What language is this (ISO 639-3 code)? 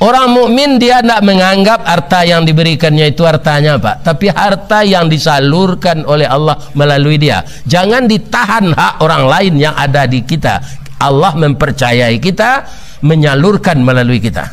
min